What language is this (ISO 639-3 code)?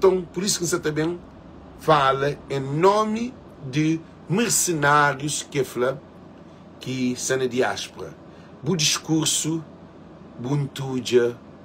kea